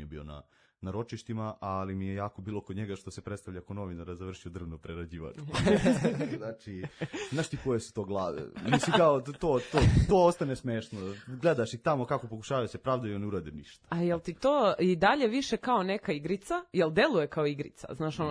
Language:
Serbian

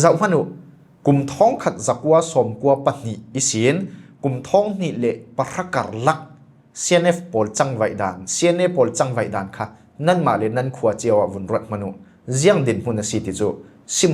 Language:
Falam Chin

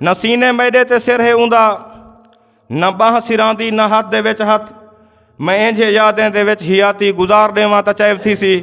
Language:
Saraiki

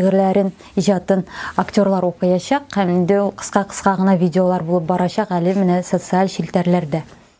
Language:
Tatar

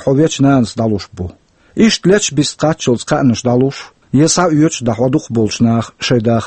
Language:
Chechen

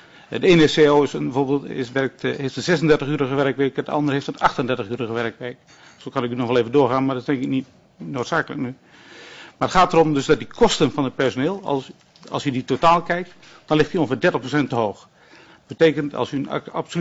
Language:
Dutch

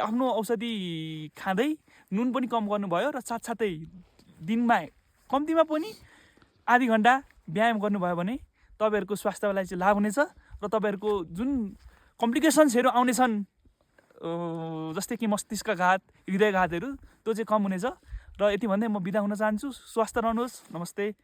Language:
Nepali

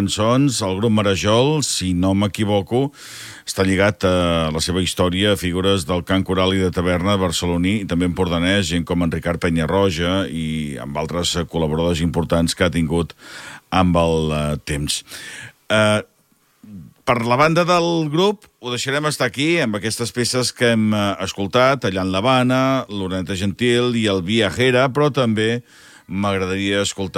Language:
Catalan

